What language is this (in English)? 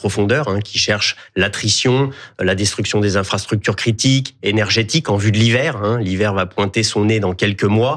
French